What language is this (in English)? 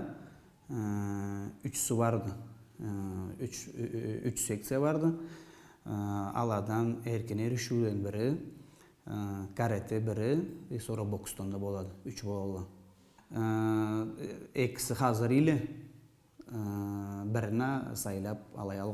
Karachay-Balkar